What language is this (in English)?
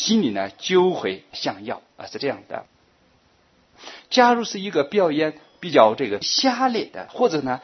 Chinese